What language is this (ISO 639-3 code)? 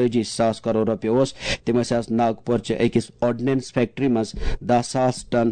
kas